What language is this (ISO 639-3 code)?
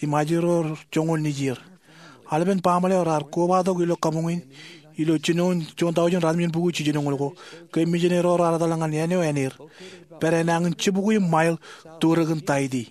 mah